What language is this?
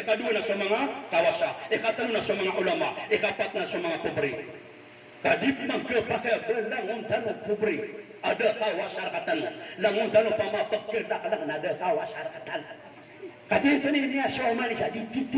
Maranao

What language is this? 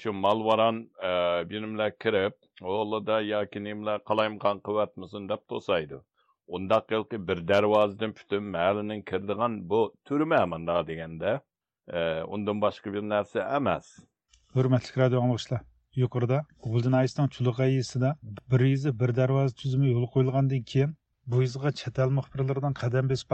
Uyghur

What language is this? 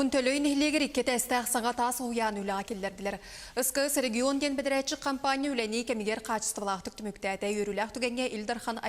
Yakut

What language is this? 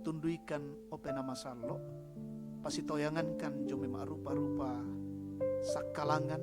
Toraja-Sa'dan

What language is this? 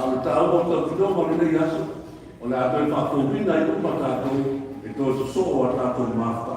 Samoan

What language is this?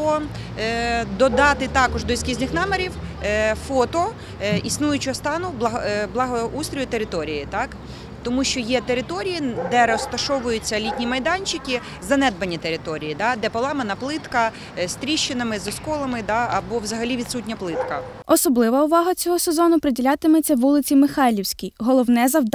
Ukrainian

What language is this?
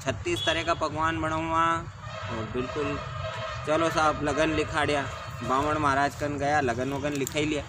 Rajasthani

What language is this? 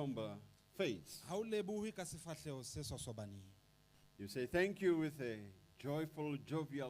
Southern Sotho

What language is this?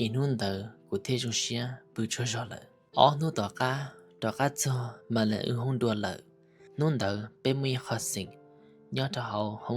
Hmong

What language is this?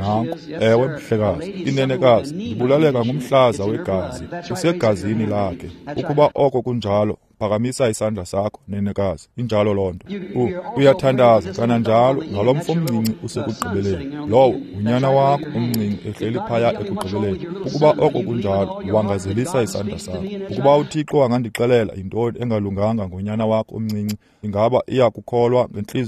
Xhosa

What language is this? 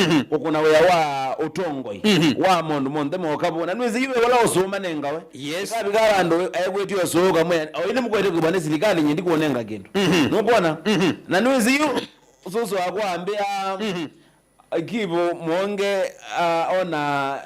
Kamba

